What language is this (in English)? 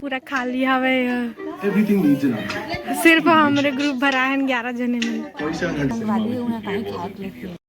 Chhattisgarhi